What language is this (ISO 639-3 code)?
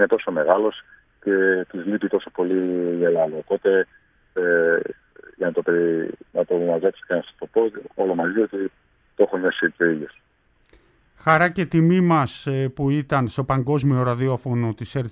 ell